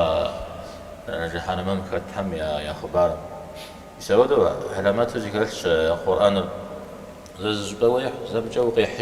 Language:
Kabardian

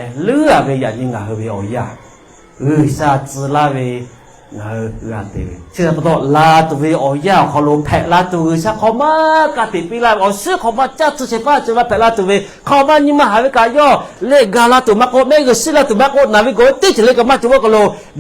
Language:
Lahu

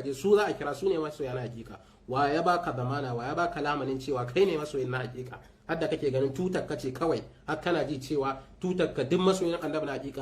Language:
Hausa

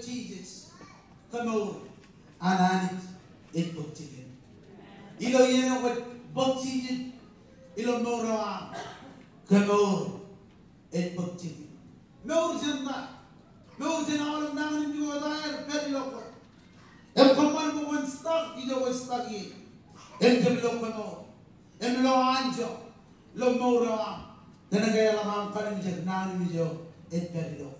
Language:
Marshallese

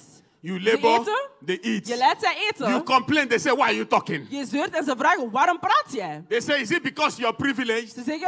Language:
Dutch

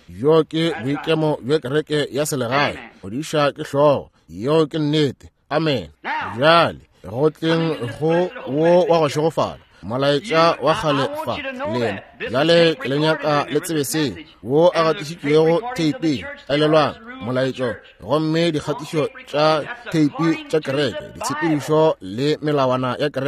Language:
Northern Sotho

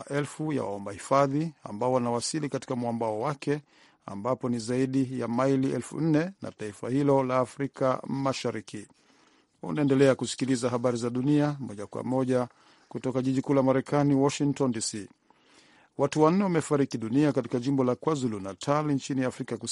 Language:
Swahili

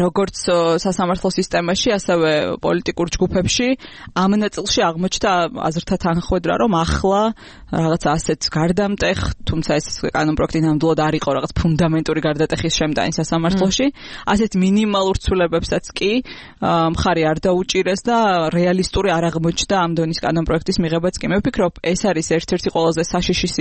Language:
Georgian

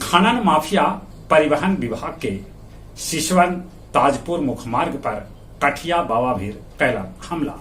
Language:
Magahi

